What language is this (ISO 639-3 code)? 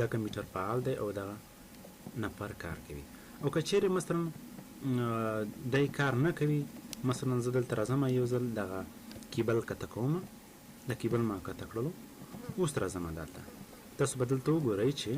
pus